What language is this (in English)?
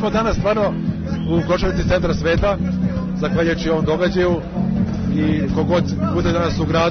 Serbian